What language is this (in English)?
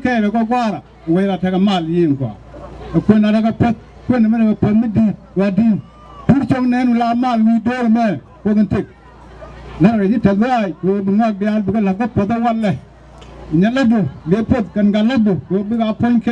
Nuer